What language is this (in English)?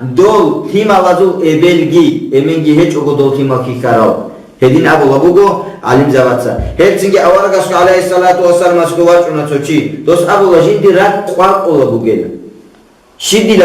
Avaric